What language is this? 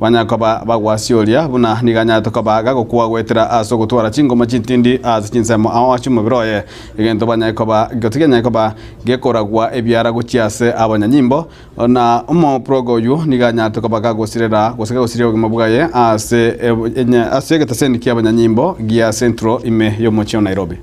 Gusii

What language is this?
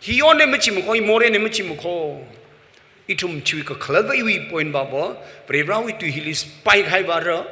Tangkhul Naga (India)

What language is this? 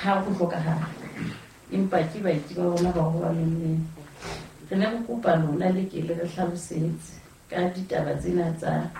Southern Sotho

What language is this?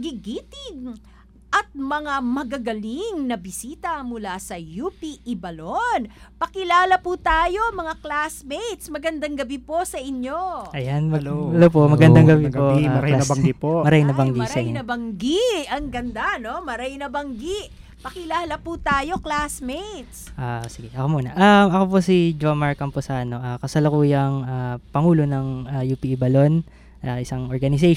Filipino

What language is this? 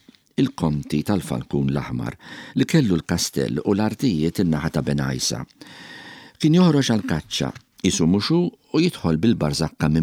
Maltese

